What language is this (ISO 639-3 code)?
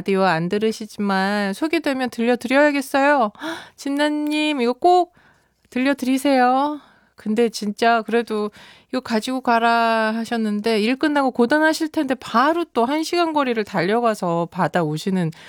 kor